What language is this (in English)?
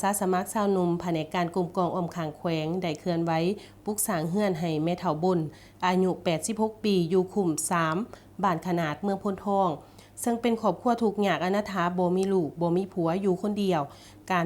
Lao